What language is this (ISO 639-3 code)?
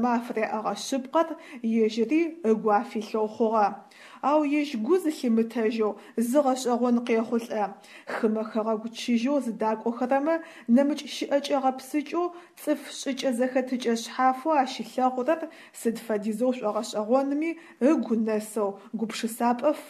ady